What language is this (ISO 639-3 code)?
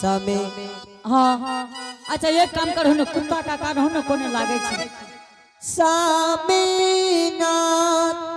anp